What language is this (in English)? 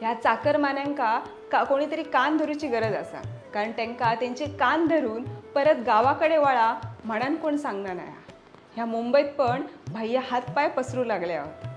Konkani